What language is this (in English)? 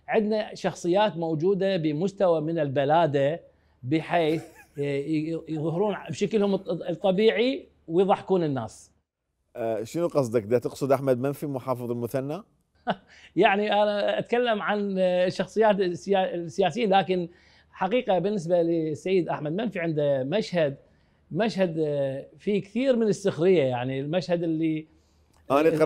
Mesopotamian Arabic